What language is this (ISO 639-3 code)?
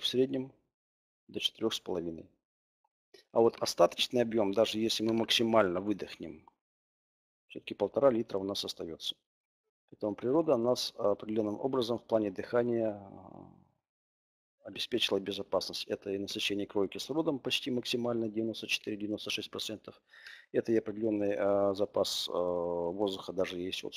rus